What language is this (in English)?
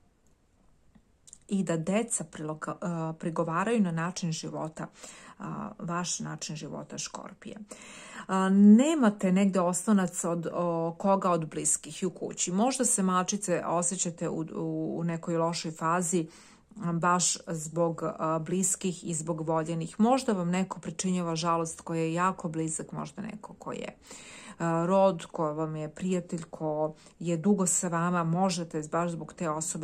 Serbian